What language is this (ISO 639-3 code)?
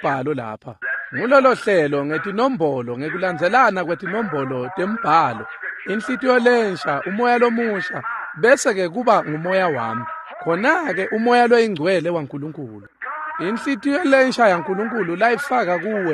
ssw